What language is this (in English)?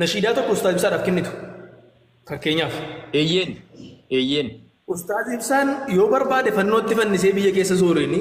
Oromo